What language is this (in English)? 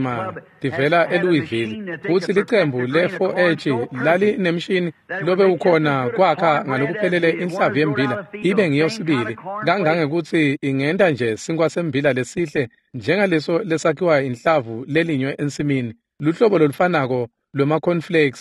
Swati